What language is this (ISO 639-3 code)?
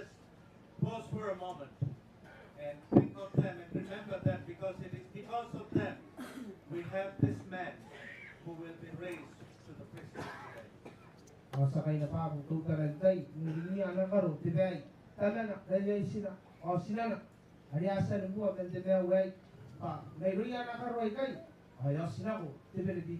gil